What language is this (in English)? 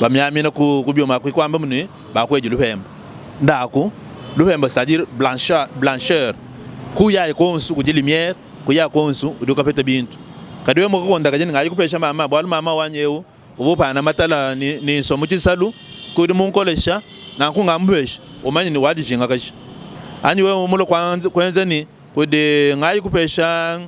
Luba-Lulua